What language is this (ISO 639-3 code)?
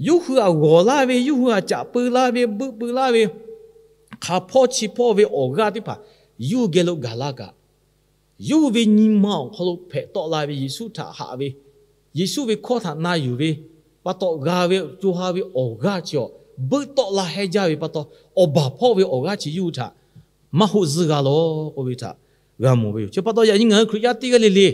lhu